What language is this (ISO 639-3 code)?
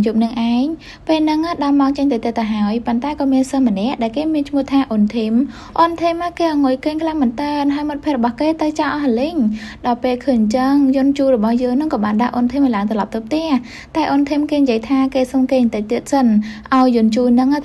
khm